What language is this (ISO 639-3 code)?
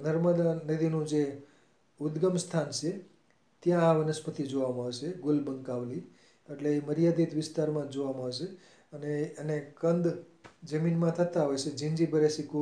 guj